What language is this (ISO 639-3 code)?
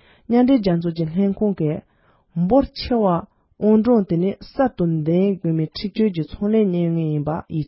bod